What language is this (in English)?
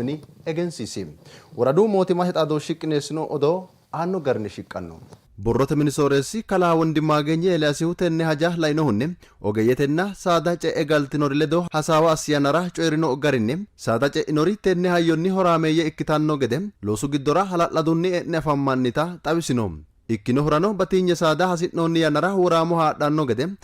Sidamo